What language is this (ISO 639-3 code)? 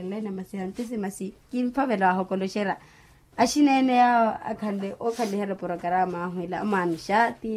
vmw